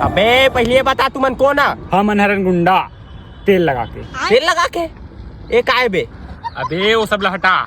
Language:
Chhattisgarhi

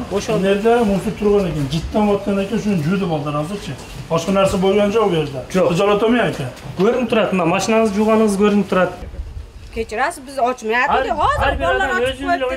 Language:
Kyrgyz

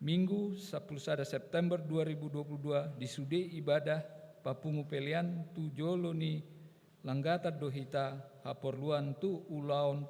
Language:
Batak Toba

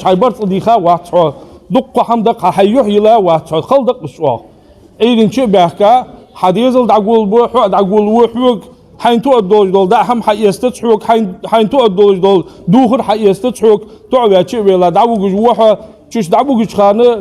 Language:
Ingush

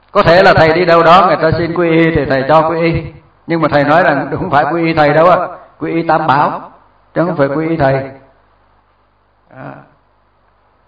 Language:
Vietnamese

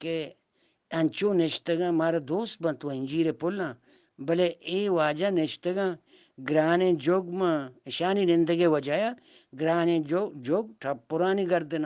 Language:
Eastern Balochi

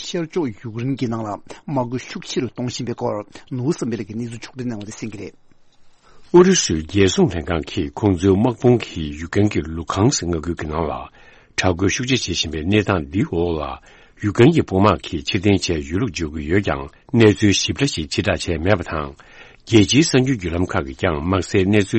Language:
Tibetan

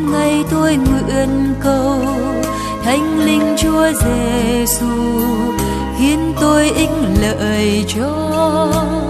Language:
Vietnamese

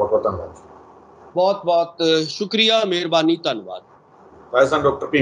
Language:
Punjabi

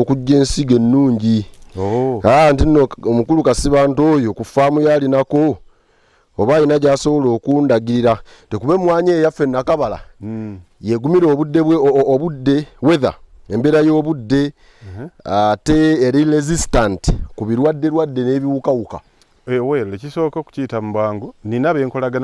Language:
Ganda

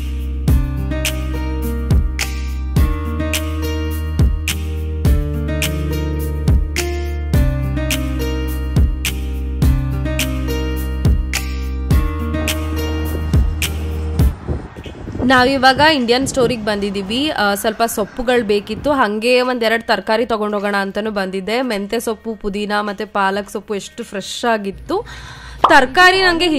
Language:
Kannada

